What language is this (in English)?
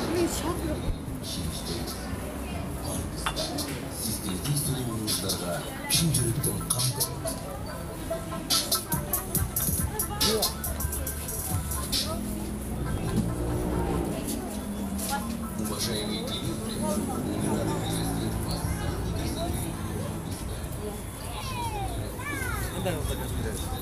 Kyrgyz